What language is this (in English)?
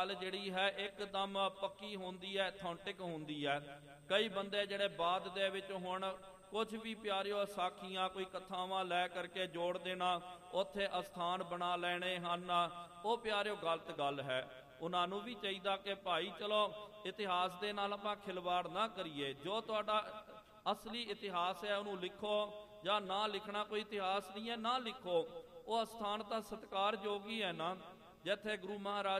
Punjabi